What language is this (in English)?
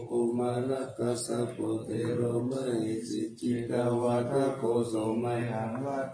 Pali